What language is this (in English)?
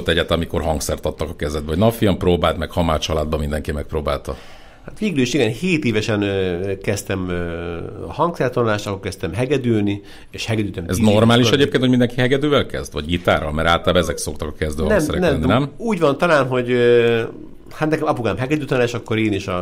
Hungarian